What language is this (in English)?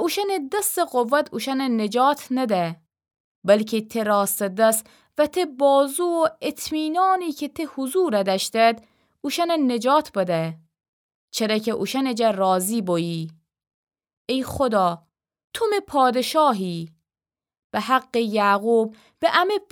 Gilaki